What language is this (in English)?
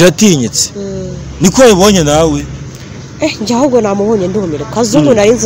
Kinyarwanda